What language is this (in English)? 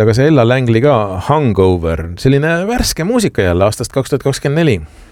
Estonian